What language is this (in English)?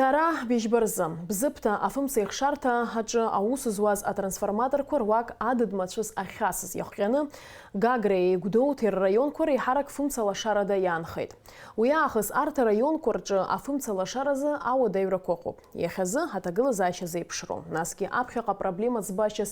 Abkhazian